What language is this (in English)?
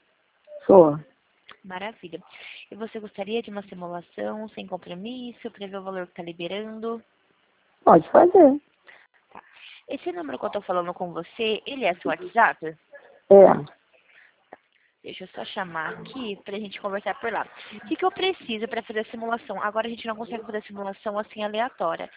Portuguese